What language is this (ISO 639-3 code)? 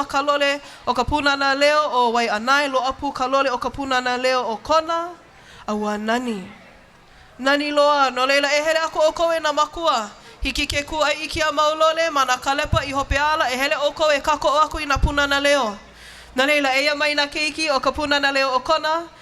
haw